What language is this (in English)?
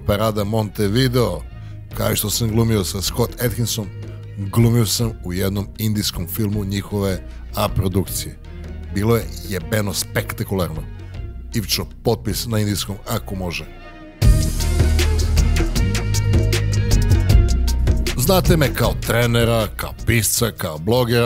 Serbian